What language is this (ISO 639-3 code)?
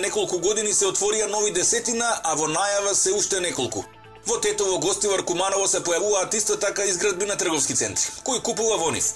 mkd